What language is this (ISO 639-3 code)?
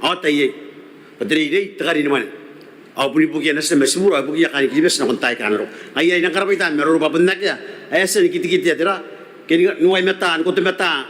gil